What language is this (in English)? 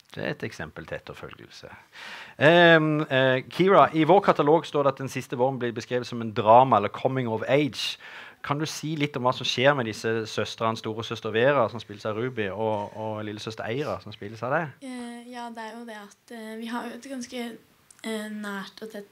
Norwegian